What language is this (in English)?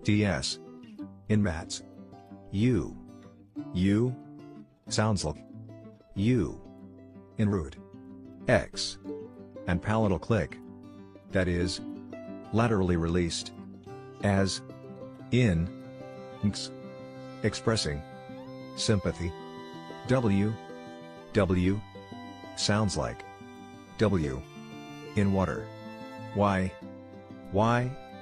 Tswana